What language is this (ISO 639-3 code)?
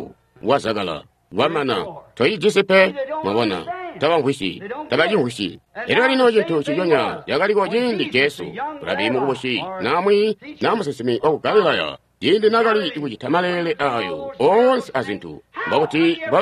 toi